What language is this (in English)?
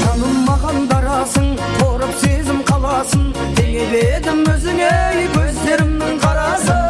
Kara-Kalpak